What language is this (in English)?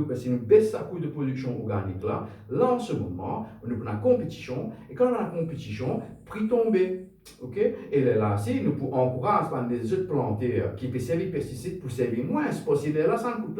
Morisyen